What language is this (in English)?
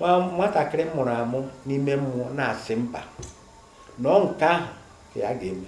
Igbo